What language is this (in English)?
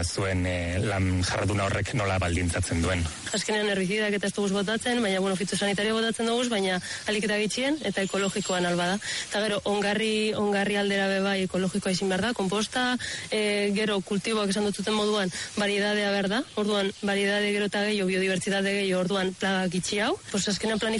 Basque